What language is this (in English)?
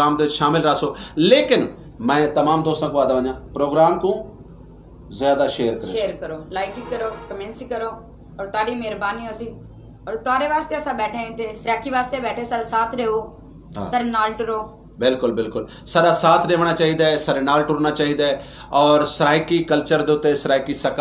Saraiki